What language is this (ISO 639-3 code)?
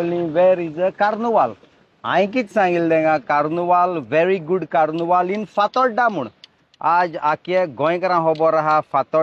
kok